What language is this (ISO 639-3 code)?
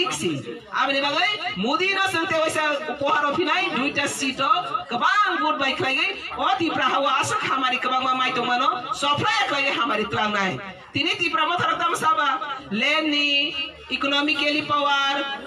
trp